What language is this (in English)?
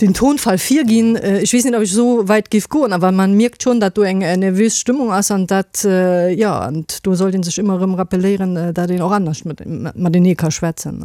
Luxembourgish